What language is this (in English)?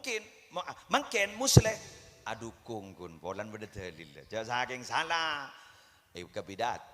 Madurese